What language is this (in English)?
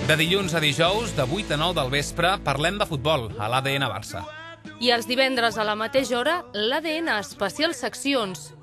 Catalan